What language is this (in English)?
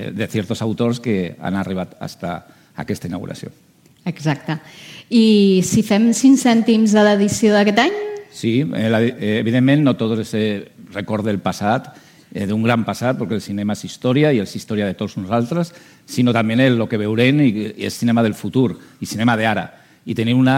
Catalan